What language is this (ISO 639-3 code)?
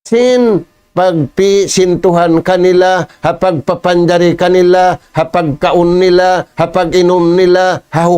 tsg